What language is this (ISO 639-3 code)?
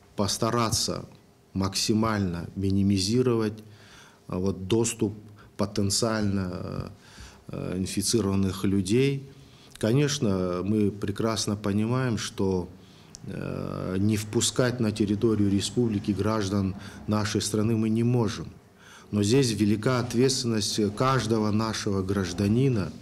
rus